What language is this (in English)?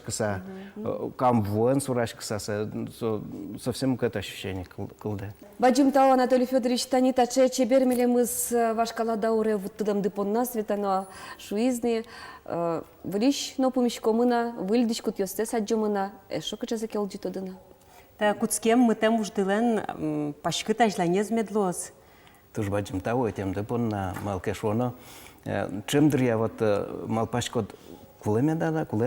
Udmurt